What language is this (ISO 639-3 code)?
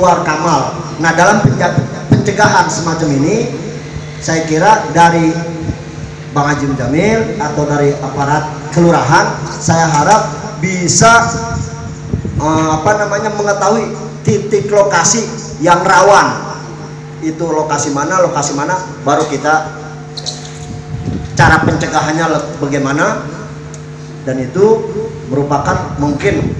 ind